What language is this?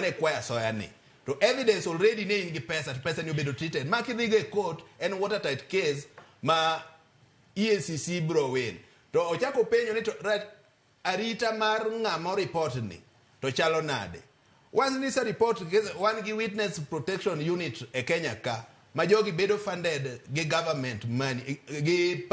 Luo (Kenya and Tanzania)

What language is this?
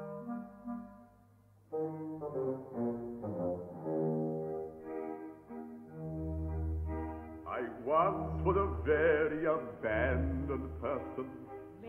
English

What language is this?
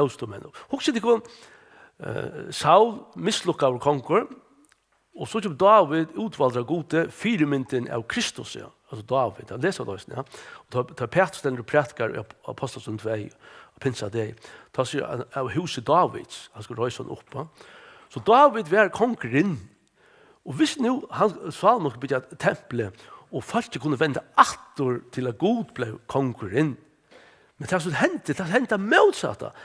Faroese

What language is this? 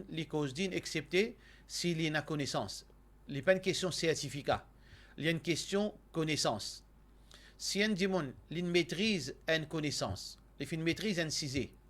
Morisyen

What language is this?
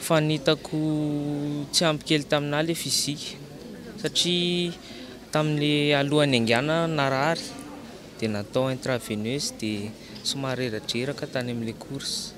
Malagasy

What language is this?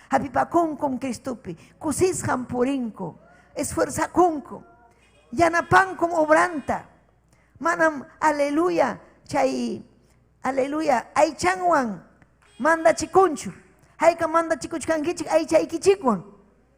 Ayacucho Quechua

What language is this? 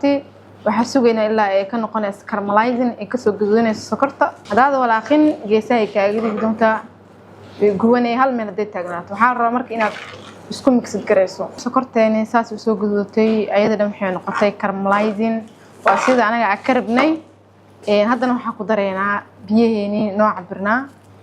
Somali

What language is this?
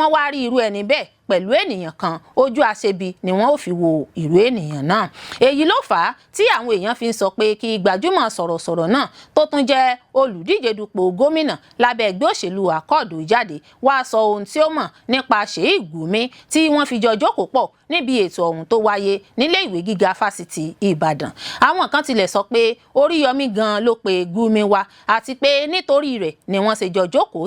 Yoruba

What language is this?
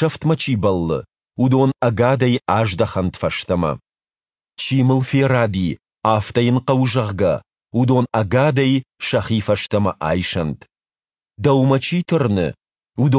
Ossetic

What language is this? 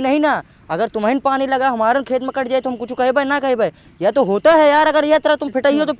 Awadhi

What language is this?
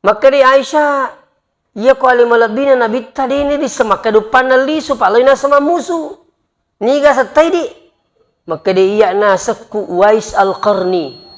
Buginese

